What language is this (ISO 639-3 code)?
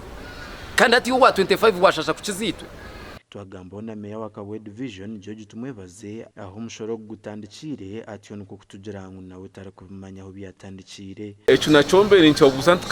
nyn